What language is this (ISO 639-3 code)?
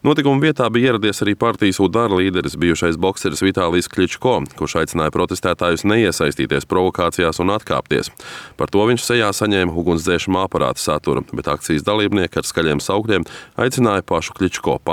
lav